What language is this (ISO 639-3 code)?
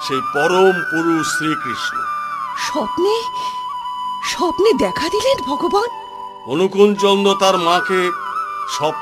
ben